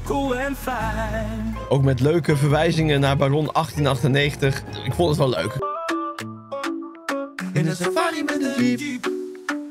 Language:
Dutch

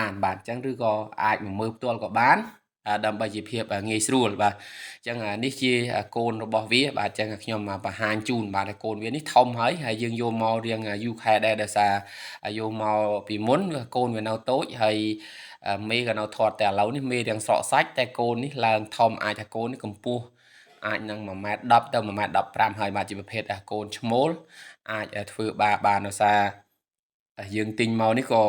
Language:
Khmer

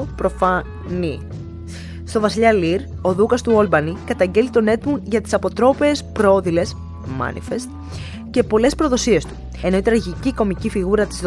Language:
Greek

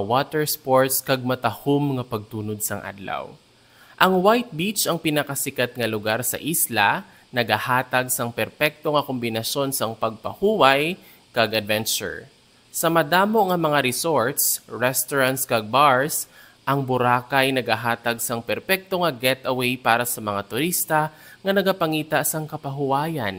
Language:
Hiligaynon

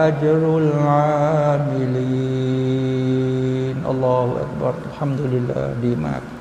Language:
Thai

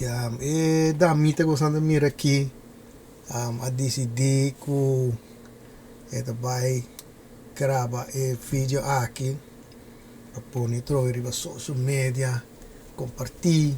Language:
Papiamento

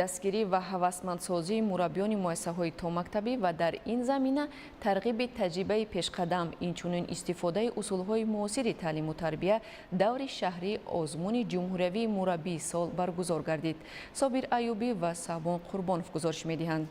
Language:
Tajik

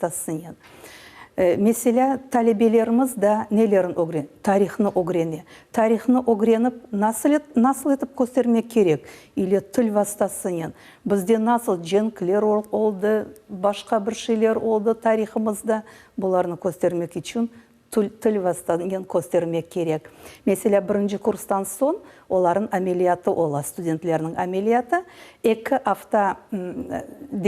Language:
Crimean Tatar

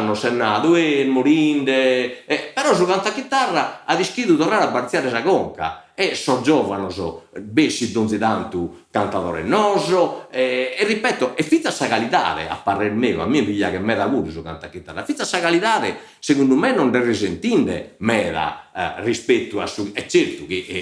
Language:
Sardinian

